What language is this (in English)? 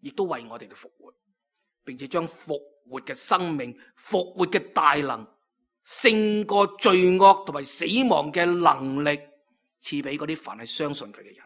Cantonese